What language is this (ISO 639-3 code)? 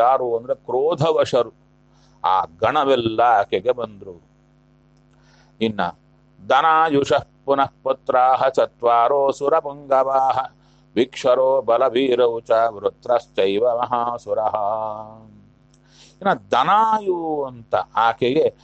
kan